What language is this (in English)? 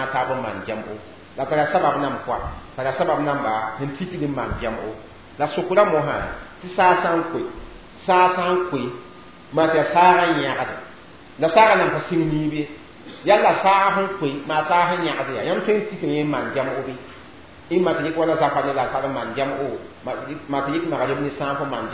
Mossi